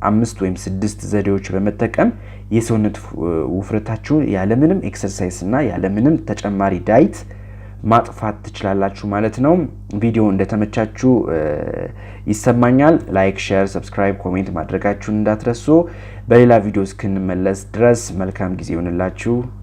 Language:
Amharic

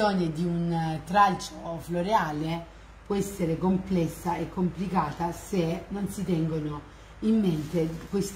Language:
Italian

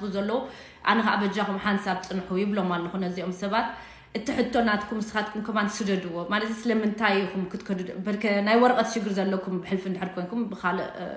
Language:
Tigrinya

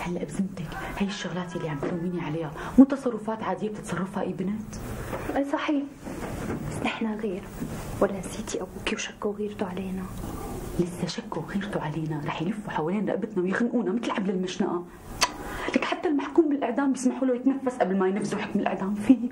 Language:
North Levantine Arabic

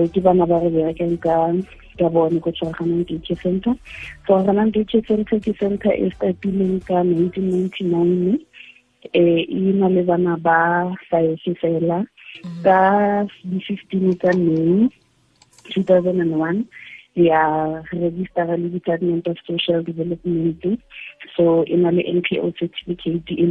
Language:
Tswana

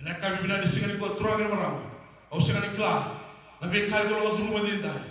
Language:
Fijian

